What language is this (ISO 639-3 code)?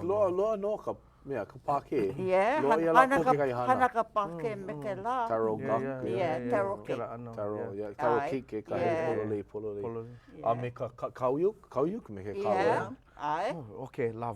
haw